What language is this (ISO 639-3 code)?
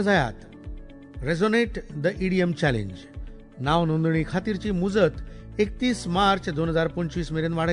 kok